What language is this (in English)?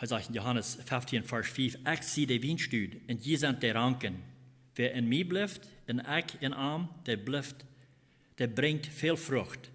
Plautdietsch